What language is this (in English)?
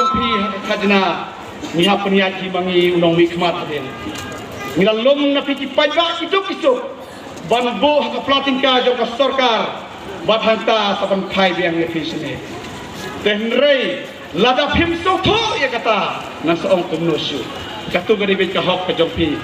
Khasi